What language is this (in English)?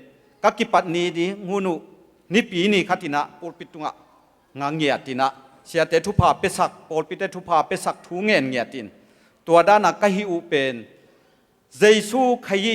Tedim Chin